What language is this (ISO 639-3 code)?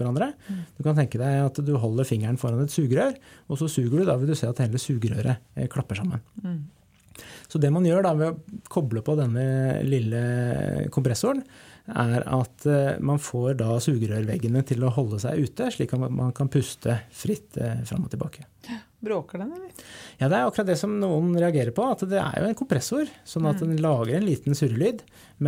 nor